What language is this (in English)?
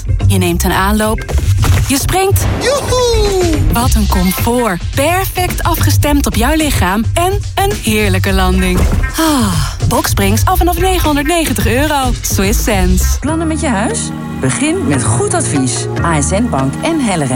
Dutch